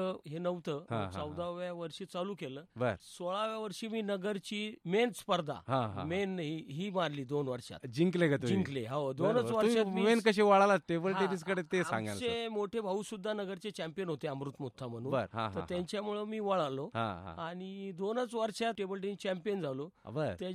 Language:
Marathi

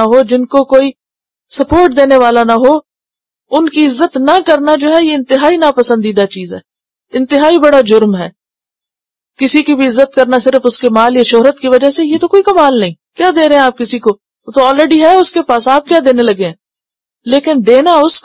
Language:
Urdu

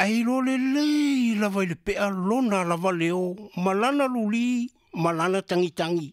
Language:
Samoan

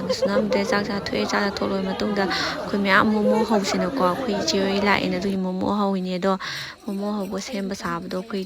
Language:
Manipuri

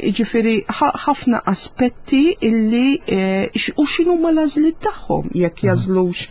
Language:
Maltese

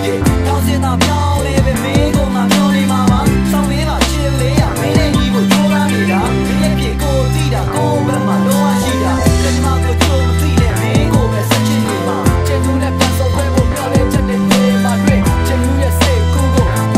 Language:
Burmese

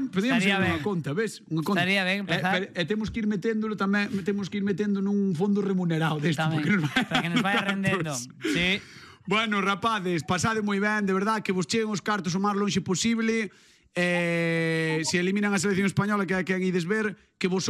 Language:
Galician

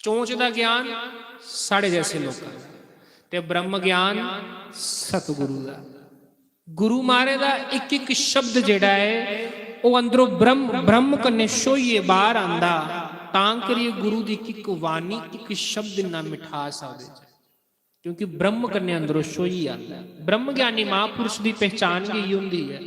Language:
Dogri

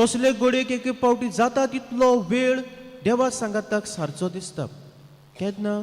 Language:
Konkani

